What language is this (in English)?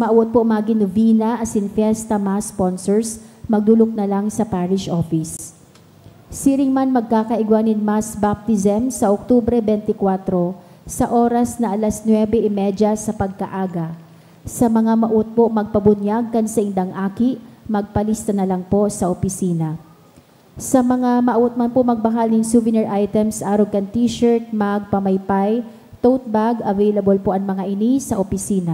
Bikol